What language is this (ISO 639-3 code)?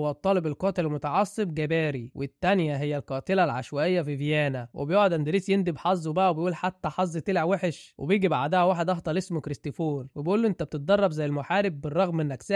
arz